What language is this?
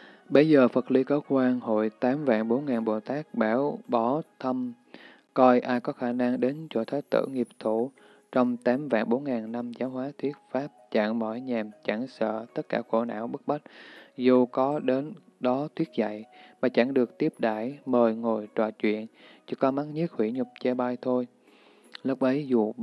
Vietnamese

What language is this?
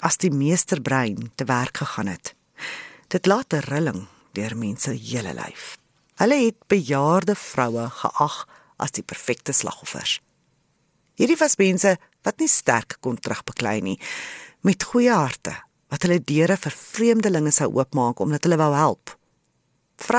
Afrikaans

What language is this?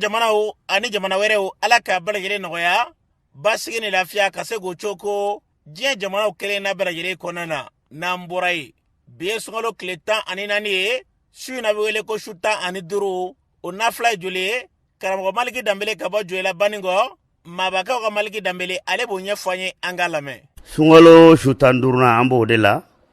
Bambara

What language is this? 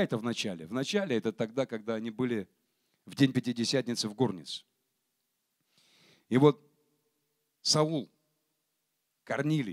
Russian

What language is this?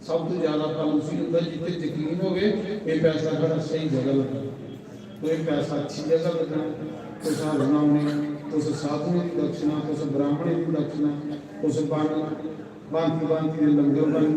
Dogri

